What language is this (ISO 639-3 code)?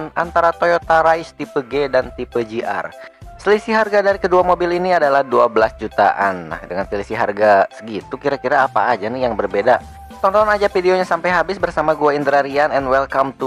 ind